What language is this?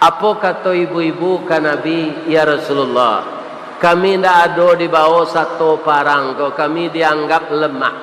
Minangkabau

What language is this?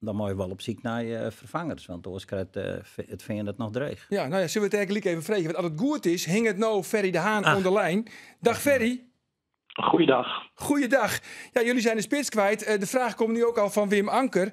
Western Frisian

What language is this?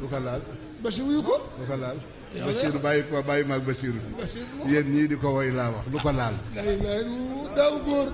Wolof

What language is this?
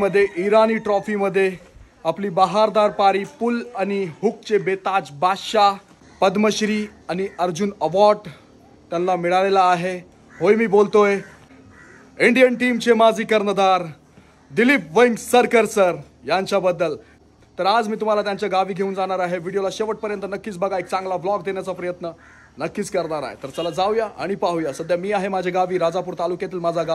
Marathi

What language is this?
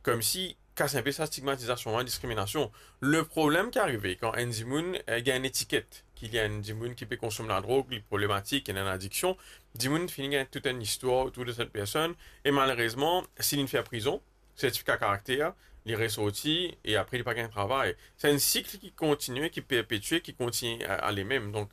Morisyen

